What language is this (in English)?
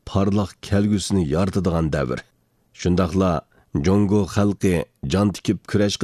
Uyghur